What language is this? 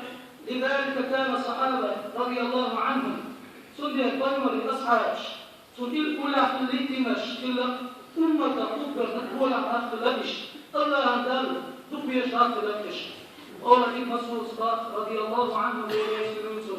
Chechen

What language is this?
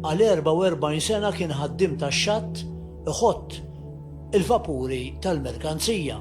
Maltese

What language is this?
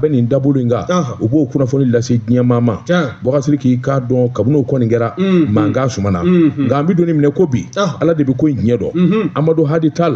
Bambara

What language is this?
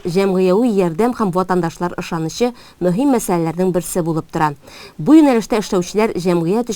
Tatar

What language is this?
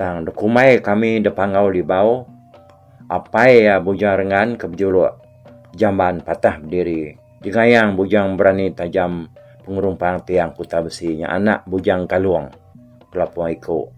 Iban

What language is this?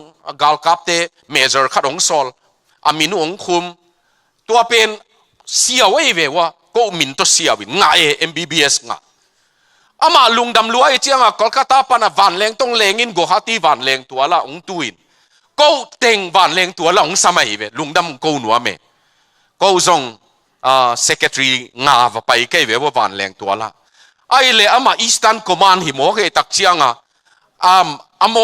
Tedim Chin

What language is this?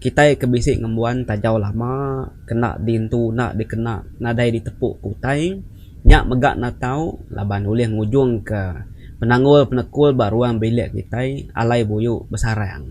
Iban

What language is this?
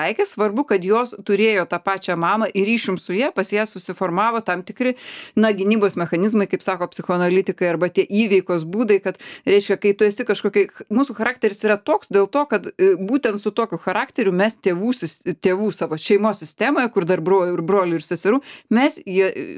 Lithuanian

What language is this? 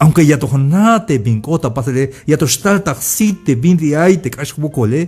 Tzeltal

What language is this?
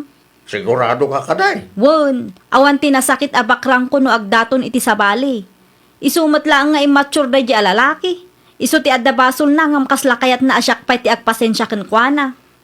Iloko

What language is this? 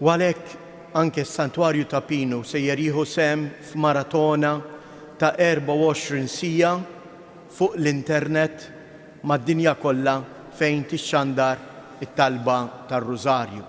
Maltese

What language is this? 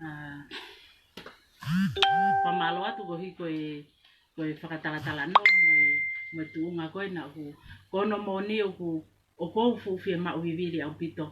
Tongan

